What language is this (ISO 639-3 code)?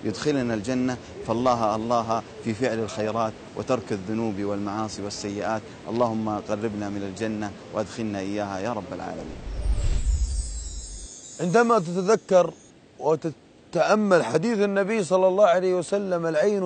ara